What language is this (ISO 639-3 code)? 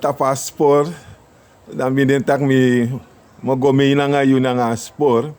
srn